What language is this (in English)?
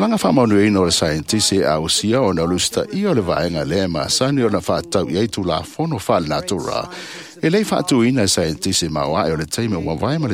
Samoan